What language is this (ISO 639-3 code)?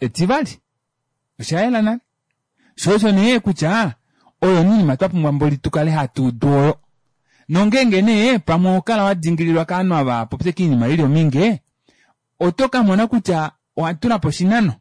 kua